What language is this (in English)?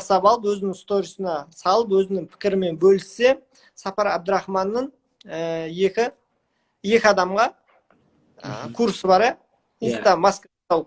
Kazakh